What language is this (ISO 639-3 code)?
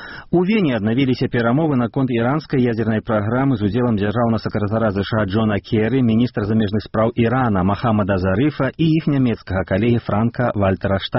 bel